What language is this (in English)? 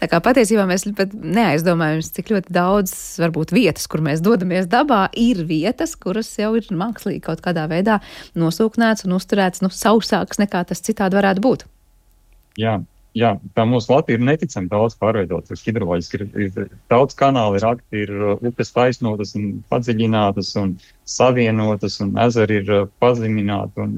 Latvian